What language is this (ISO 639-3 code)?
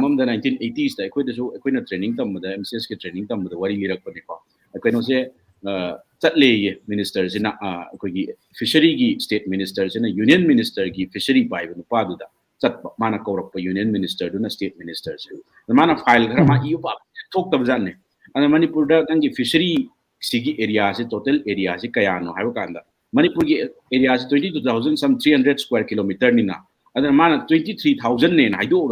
mni